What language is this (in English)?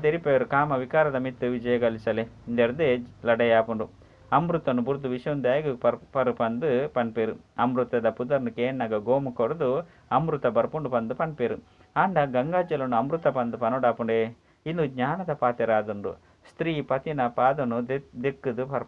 Tulu